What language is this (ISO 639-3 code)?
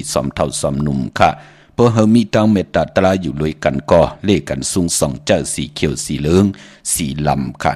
shn